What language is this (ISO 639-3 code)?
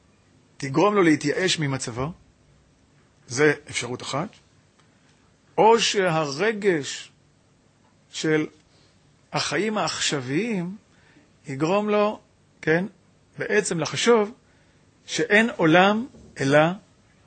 heb